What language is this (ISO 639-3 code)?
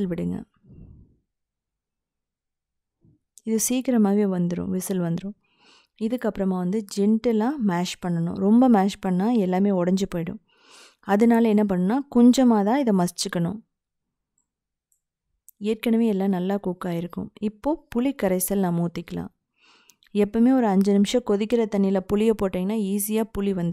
tam